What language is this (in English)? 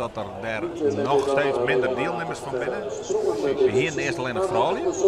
Western Frisian